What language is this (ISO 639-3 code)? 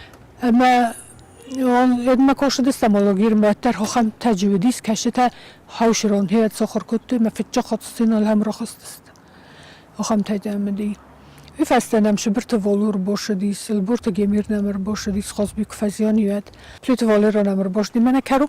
oss